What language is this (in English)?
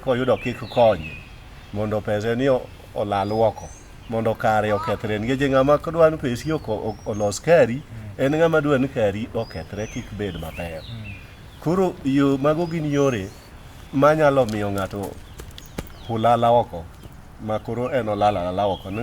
Luo (Kenya and Tanzania)